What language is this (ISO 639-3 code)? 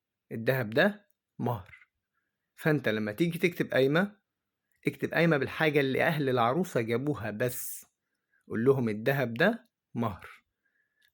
arz